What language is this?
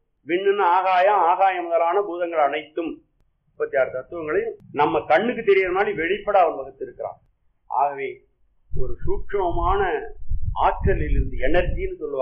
Tamil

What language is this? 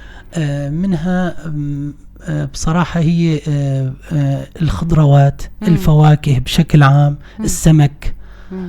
North Levantine Arabic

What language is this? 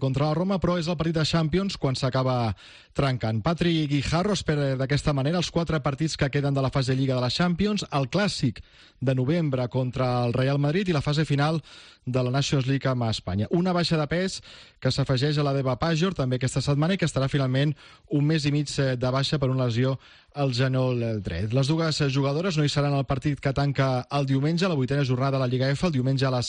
Catalan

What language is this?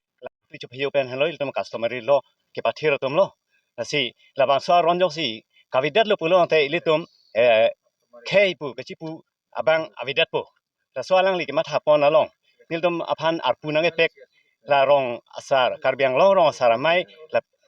Karbi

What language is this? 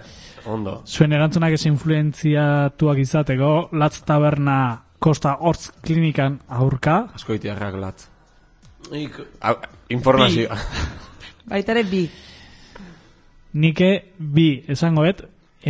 Basque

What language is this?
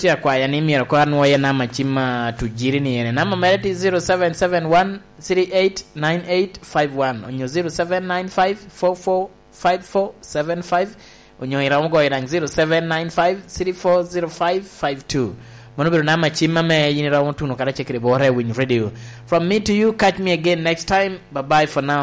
Lango (Uganda)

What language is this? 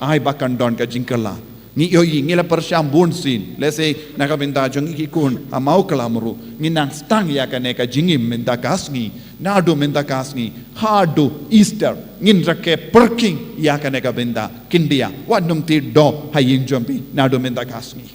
Khasi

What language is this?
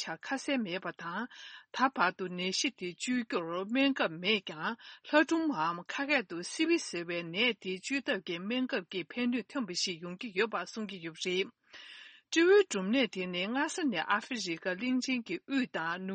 Tibetan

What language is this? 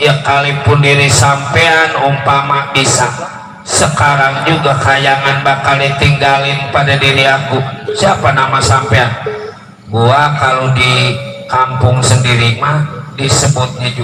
Betawi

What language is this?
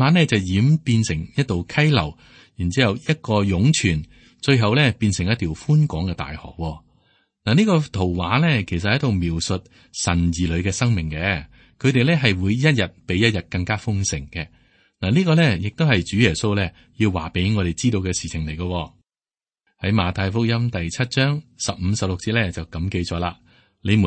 Cantonese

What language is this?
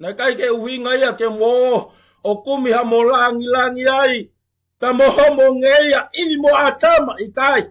Tongan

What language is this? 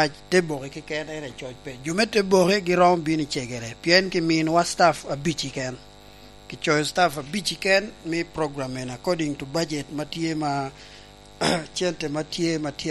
Lango (Uganda)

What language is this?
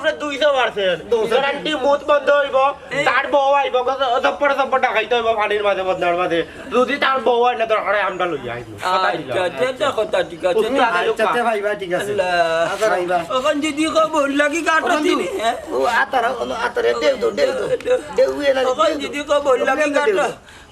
Sylheti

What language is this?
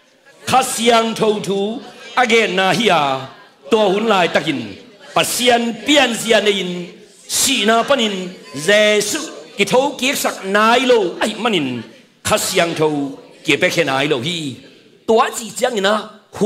Tedim Chin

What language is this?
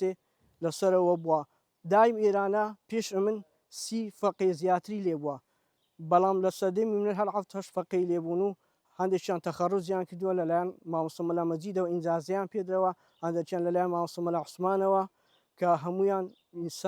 Central Kurdish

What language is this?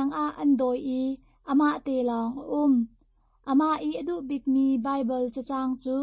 Hakha Chin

